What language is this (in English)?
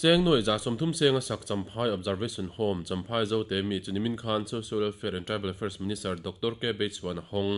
Mizo